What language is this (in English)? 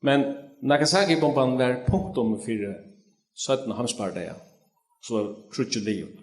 Faroese